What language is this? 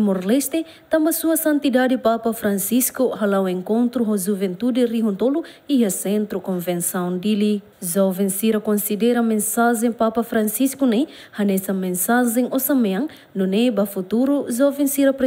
Tetum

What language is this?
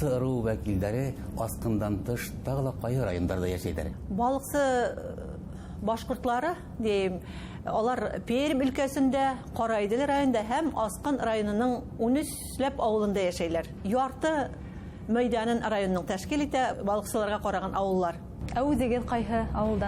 Bashkir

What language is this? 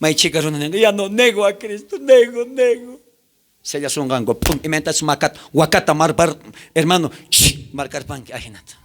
South Bolivian Quechua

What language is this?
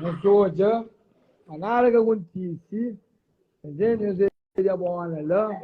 Kabuverdianu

